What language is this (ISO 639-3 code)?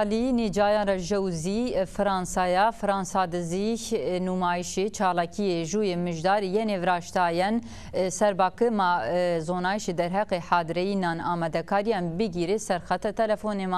zza